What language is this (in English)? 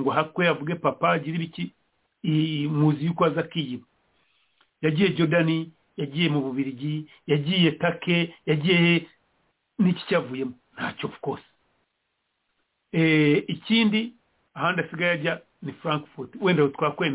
Kinyarwanda